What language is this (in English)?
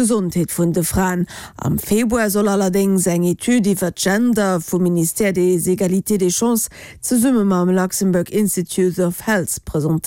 Luxembourgish